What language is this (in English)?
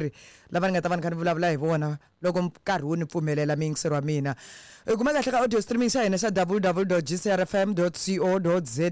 Tsonga